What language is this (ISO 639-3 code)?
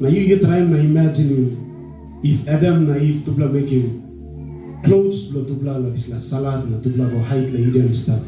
tpi